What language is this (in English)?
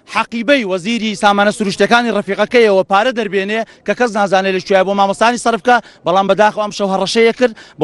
Central Kurdish